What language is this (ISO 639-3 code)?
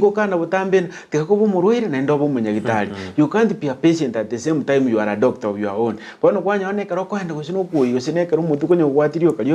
guz